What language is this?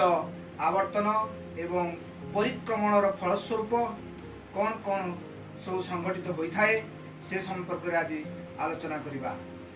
Odia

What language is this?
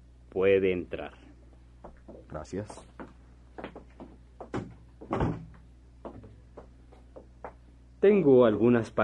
Spanish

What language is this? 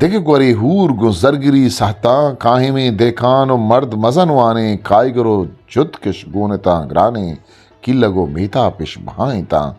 Eastern Balochi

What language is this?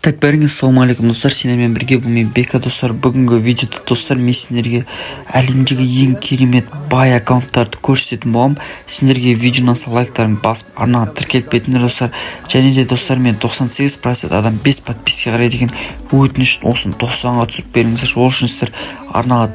Kazakh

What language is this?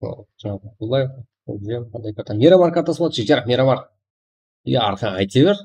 Kara-Kalpak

